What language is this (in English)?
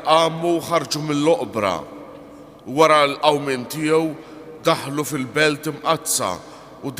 Maltese